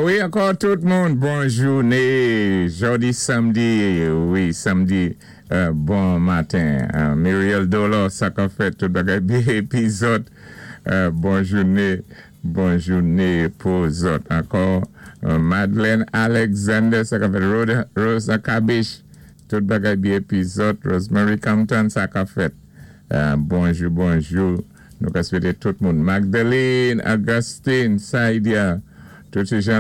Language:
Saint Lucian Creole French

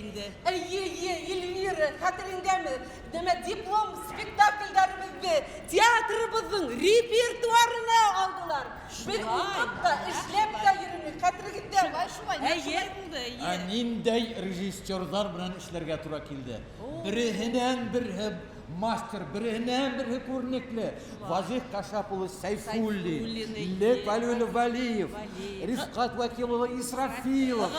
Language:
Bashkir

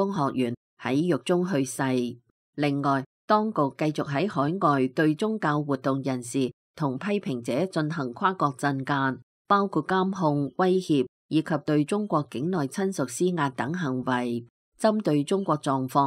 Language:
Cantonese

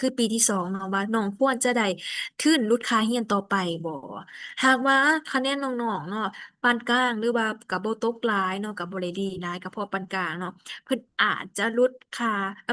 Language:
Lao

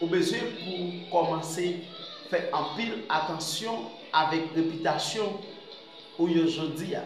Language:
Haitian Creole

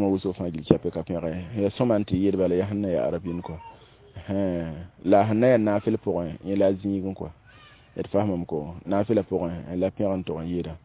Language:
Mossi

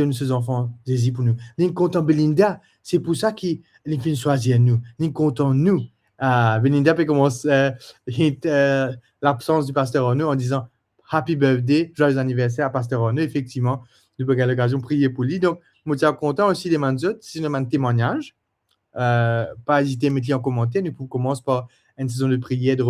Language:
Morisyen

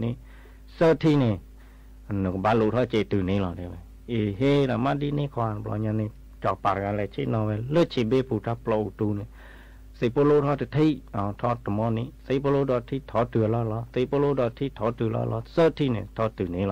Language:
S'gaw Karen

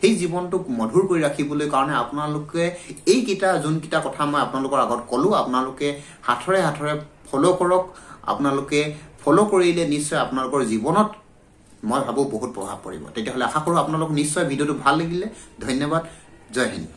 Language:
Assamese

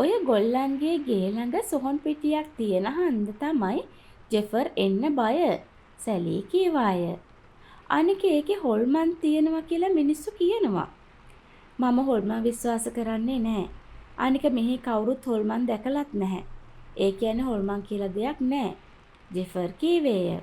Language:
Sinhala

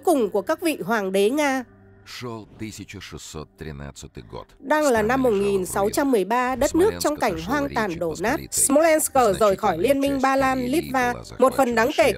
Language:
Vietnamese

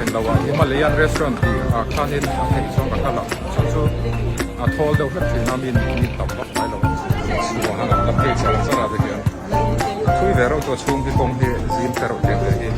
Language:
Mizo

